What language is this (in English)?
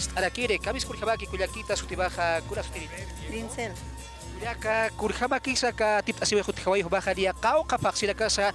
Aymara